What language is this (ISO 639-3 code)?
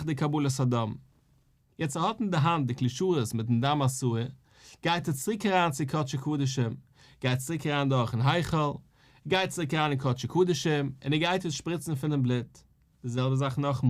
yid